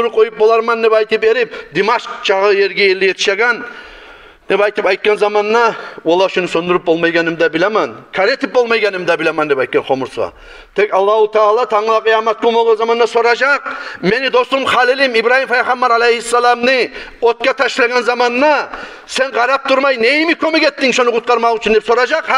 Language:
Kumyk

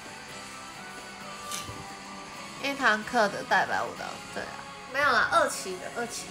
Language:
Chinese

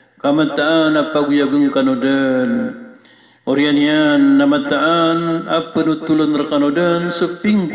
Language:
Maranao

